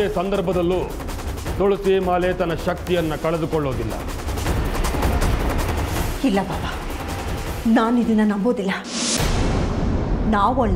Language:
Kannada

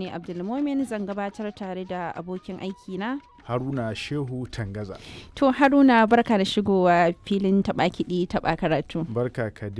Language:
Hausa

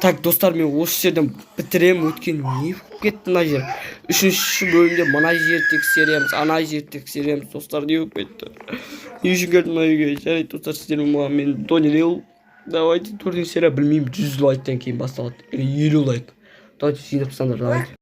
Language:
Kazakh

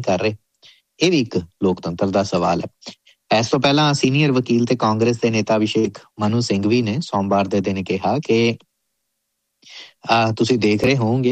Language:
Punjabi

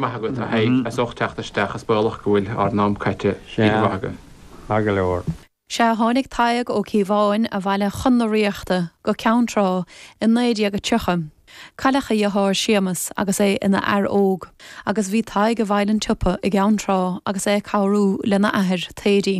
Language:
Irish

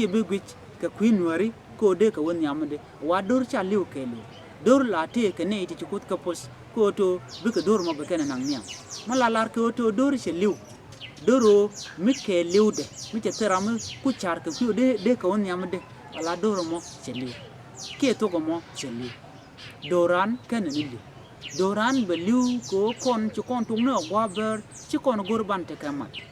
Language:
Nuer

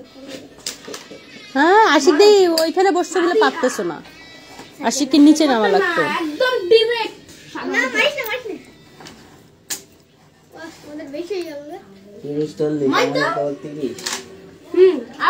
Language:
Bangla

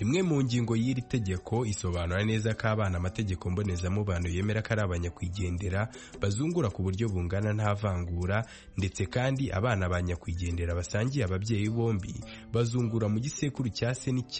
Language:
Kinyarwanda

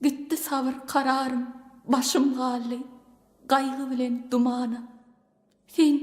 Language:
Turkmen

